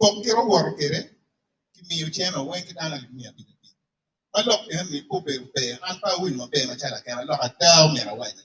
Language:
Acoli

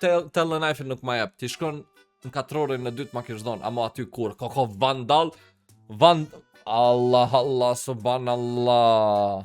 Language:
Albanian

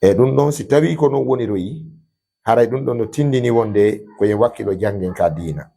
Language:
Fula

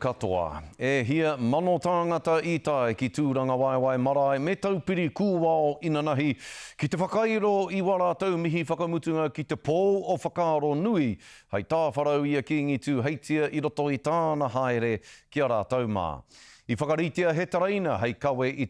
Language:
Māori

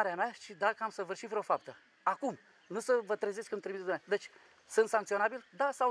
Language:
Romanian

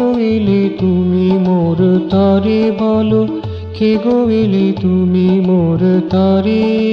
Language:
Bangla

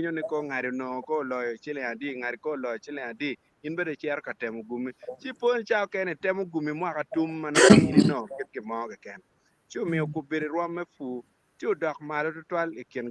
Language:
Acoli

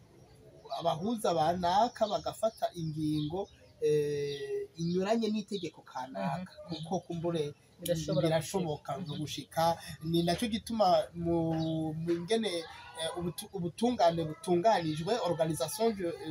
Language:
Rundi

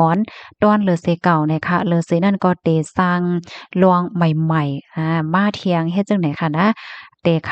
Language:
Shan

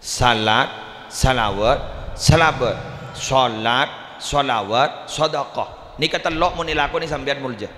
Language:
Madurese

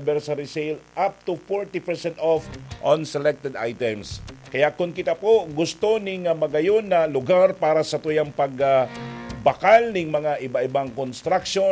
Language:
Bikol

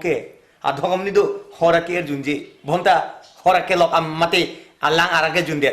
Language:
Karbi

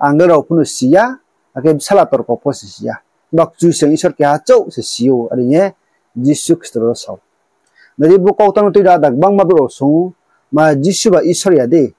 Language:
Riang (India)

